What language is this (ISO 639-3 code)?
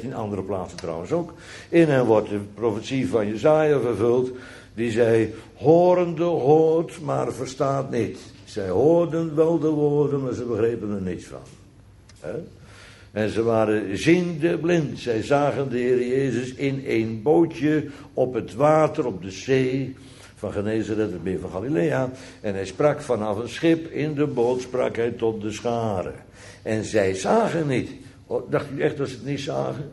nld